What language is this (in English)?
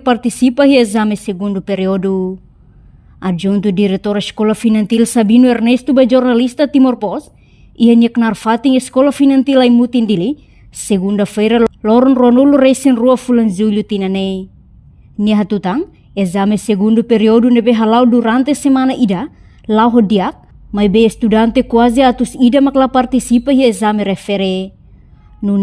Tetum